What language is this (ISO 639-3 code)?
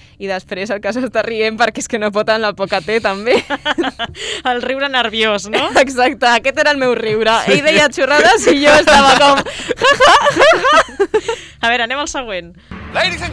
cat